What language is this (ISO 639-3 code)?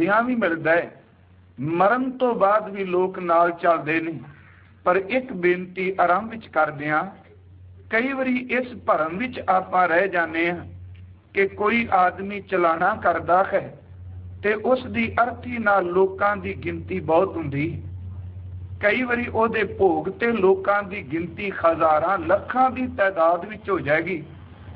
pan